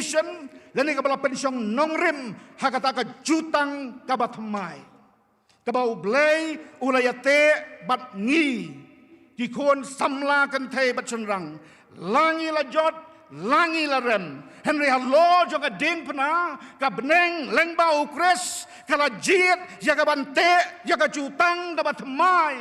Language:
Khasi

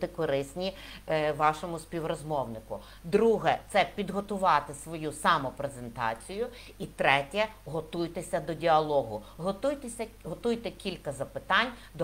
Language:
Ukrainian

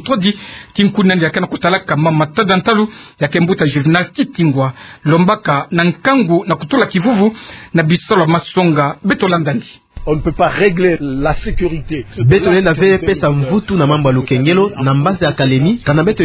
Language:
Kituba (Democratic Republic of Congo)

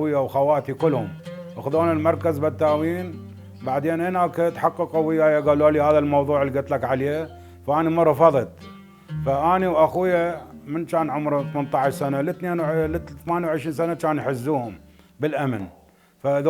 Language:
Mesopotamian Arabic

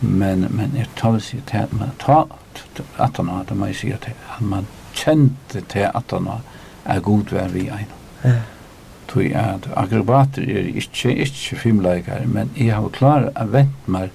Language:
Faroese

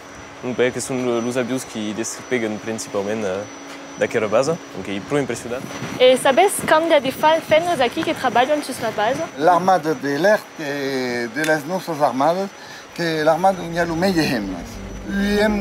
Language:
Occitan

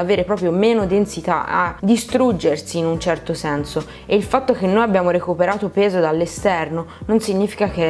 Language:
Italian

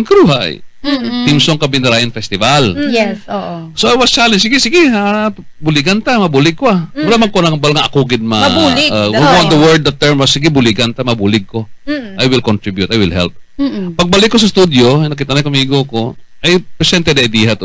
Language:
Hiligaynon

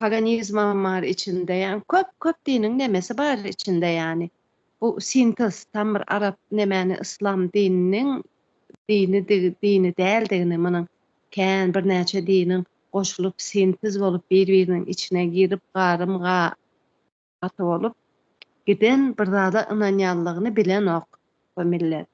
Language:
Turkmen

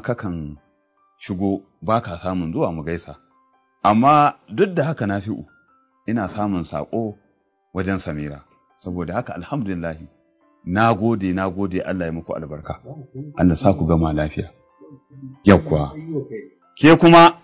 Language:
Hausa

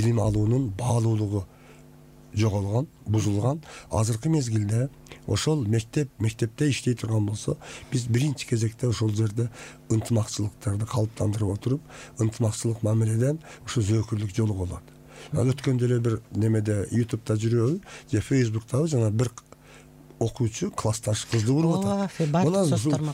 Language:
Kyrgyz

